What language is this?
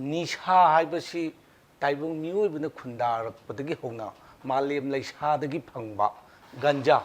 Manipuri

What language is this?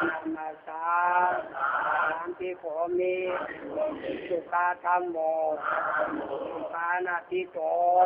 Lü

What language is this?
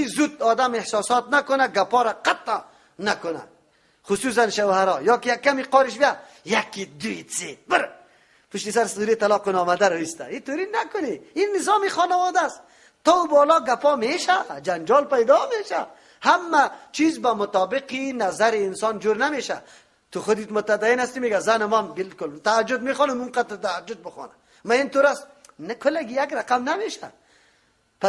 Persian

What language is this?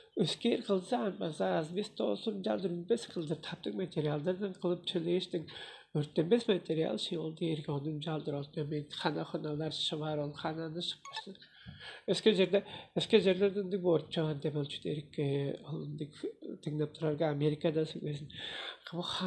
Tuvinian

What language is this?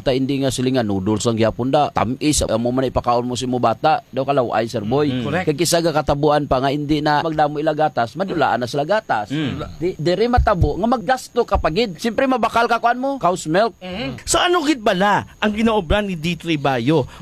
Hiligaynon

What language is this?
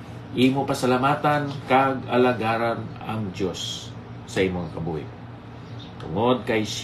Hiligaynon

